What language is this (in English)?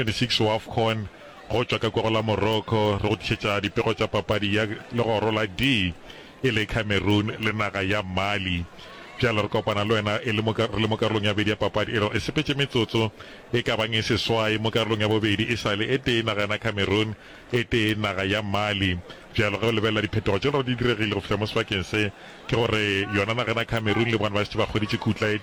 Northern Sotho